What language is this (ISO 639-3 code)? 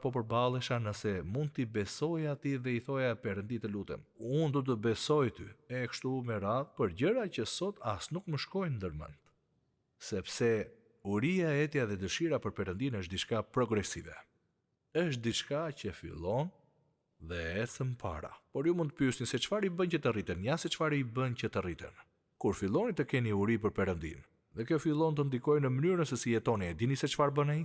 sqi